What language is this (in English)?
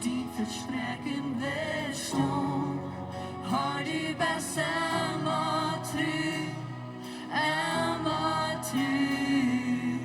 Plautdietsch